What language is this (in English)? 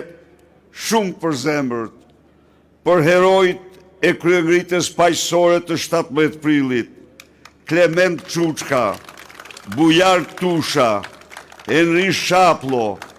Albanian